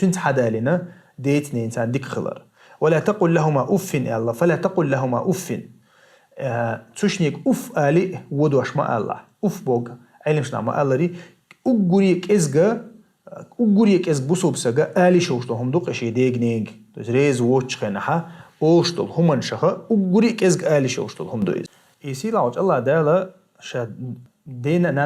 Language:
Chechen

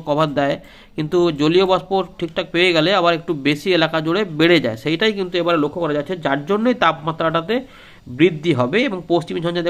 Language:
Bangla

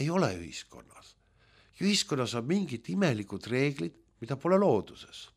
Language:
Estonian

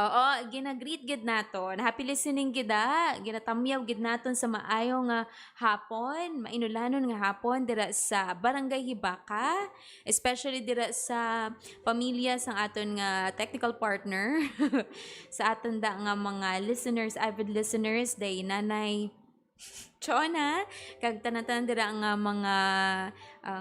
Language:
Hiligaynon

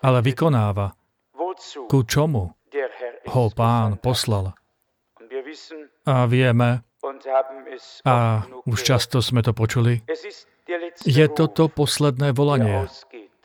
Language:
Slovak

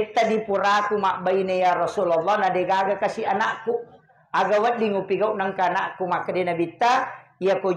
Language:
Buginese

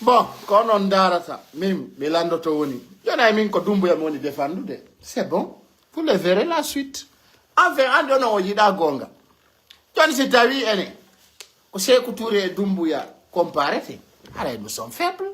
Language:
Pular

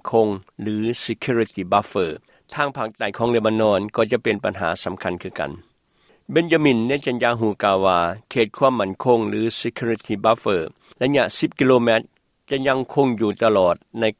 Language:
Lao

